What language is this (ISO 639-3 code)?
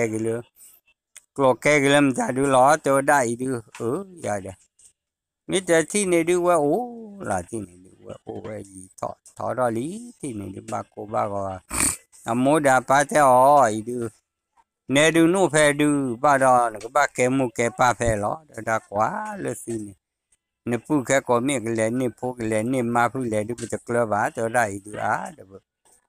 ksw